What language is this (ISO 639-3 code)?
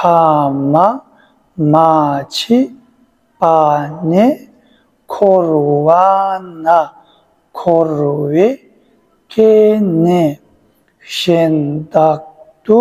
bod